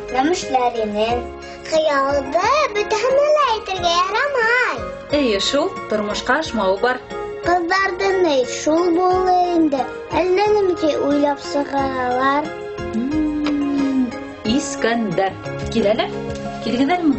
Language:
Bashkir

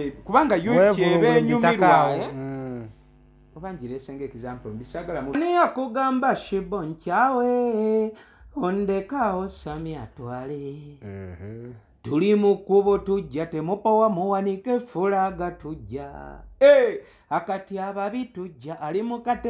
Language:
Ganda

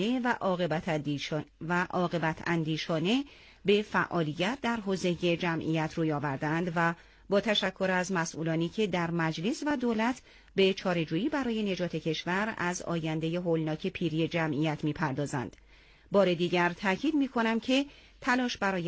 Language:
Persian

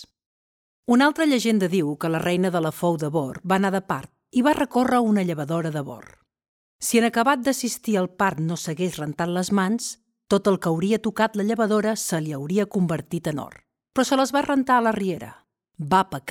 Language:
Catalan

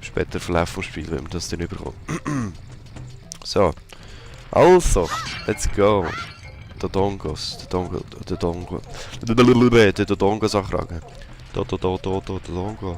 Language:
Swiss German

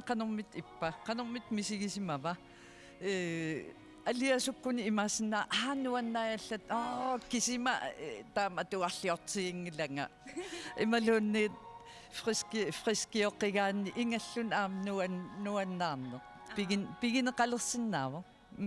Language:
Kalaallisut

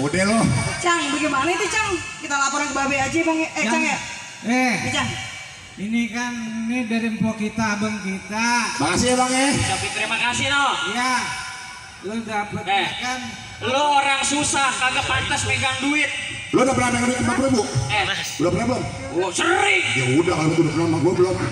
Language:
Betawi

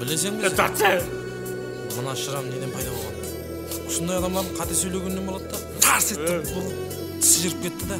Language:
Kara-Kalpak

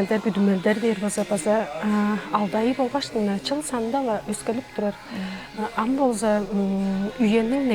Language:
Tuvinian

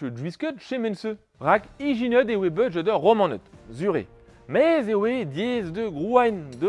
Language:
Breton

